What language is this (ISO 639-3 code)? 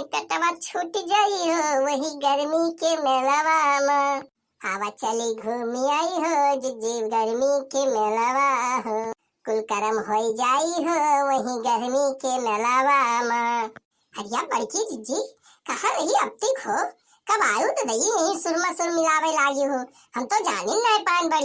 awa